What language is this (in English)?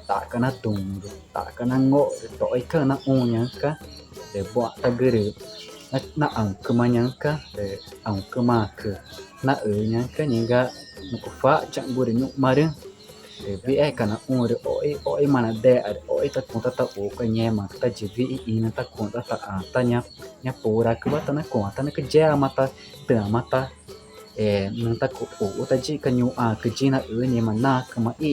Ticuna